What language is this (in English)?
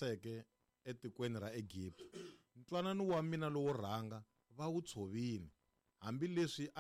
Tsonga